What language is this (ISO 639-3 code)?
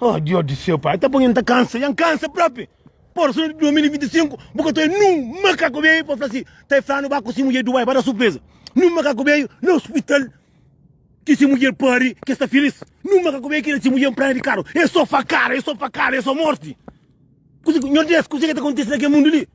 kea